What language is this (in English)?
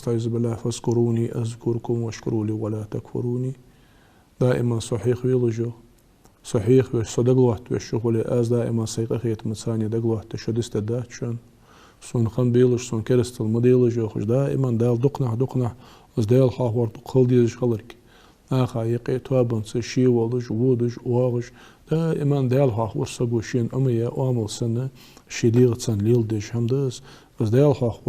Ingush